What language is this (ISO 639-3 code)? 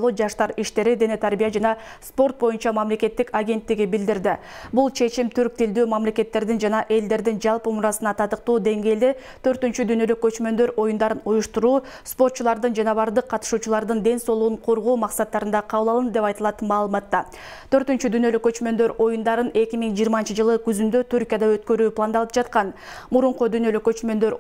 kir